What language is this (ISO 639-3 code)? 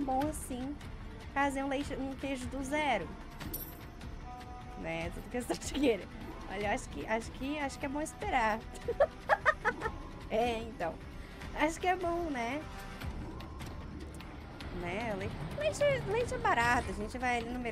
por